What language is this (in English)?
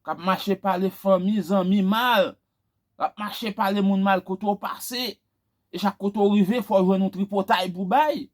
Haitian Creole